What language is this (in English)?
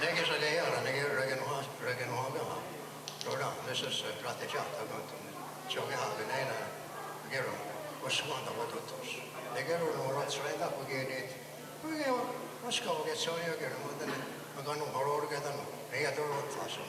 Mohawk